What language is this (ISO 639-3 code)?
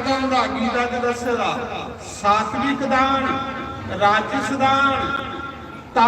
doi